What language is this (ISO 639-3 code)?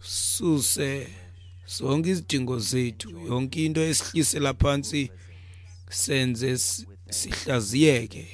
xho